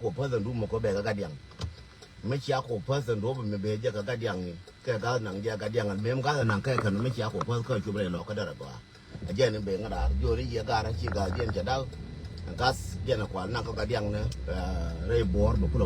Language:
Nuer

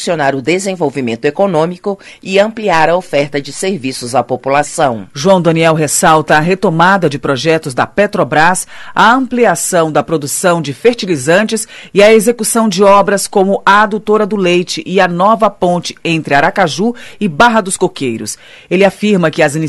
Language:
Portuguese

